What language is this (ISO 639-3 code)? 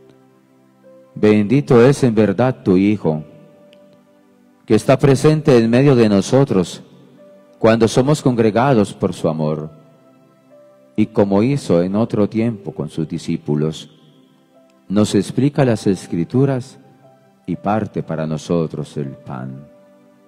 spa